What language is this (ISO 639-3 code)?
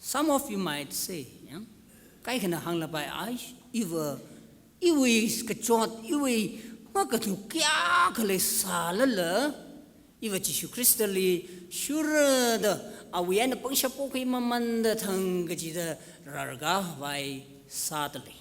nmf